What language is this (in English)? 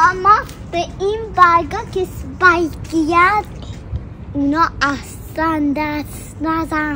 Persian